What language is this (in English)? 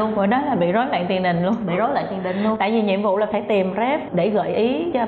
Vietnamese